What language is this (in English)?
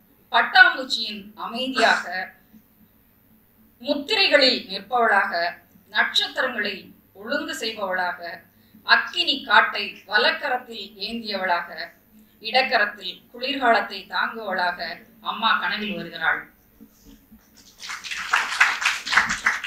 Tamil